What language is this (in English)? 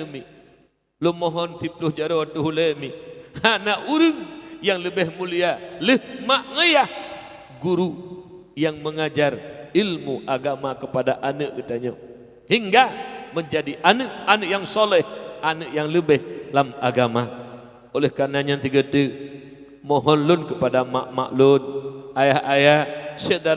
Achinese